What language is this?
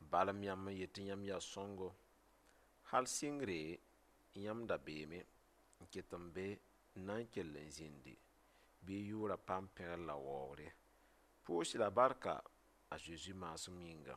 Mossi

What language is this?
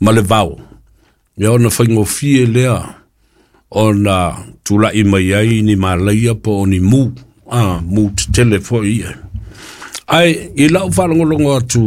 Samoan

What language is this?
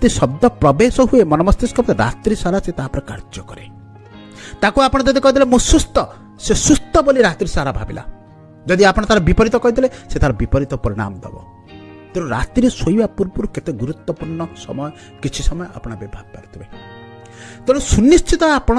Odia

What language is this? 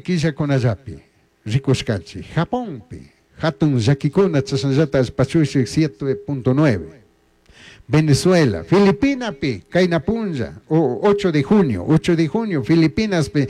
Chimborazo Highland Quichua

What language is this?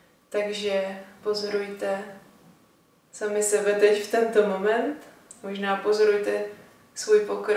Czech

